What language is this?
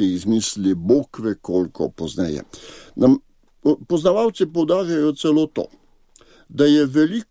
Slovenian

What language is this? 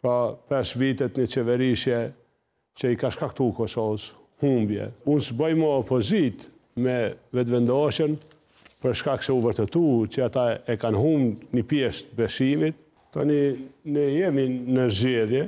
Albanian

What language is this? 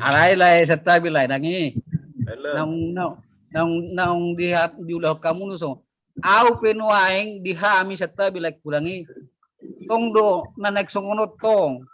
Batak Toba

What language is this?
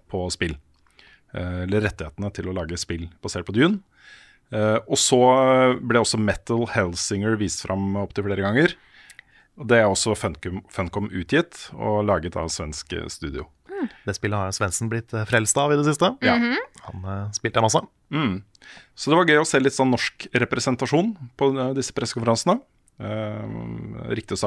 Norwegian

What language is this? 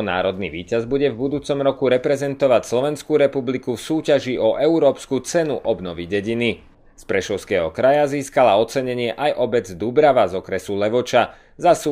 Slovak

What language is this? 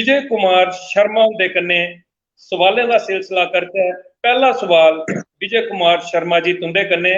Dogri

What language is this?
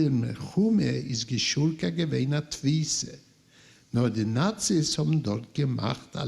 Yiddish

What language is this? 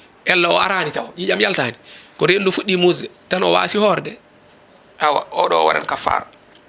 Fula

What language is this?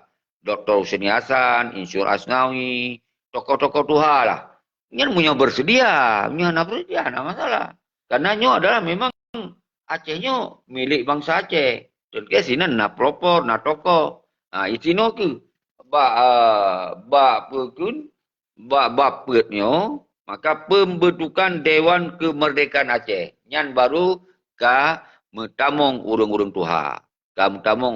Achinese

